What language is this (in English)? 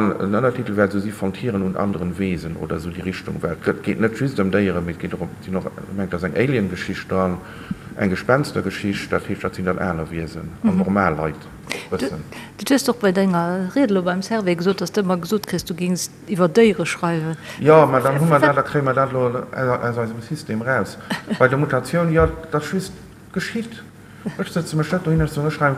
Luxembourgish